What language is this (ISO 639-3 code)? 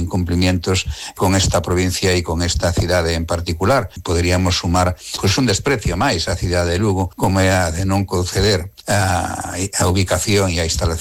glg